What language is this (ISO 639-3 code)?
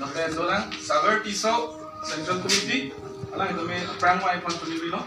mjw